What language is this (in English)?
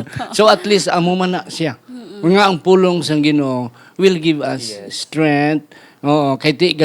Hiligaynon